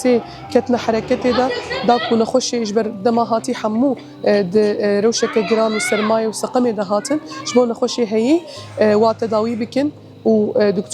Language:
Kurdish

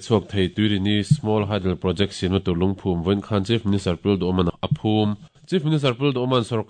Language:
Mizo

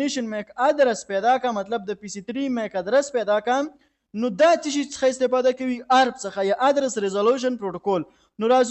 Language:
Pashto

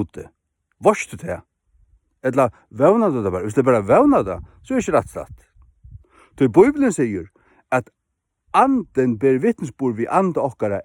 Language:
Faroese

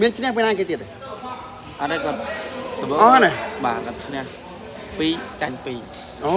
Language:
Khmer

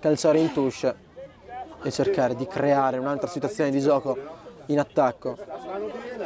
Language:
Italian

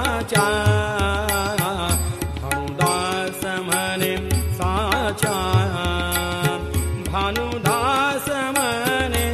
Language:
Marathi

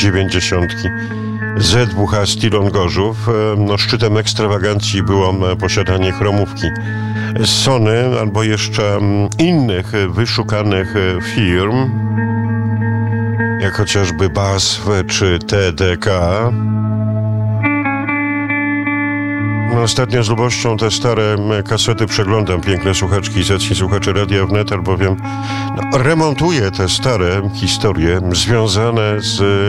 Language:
Polish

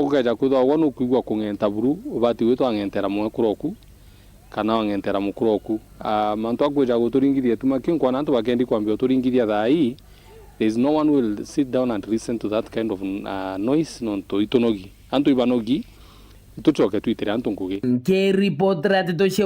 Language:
Meru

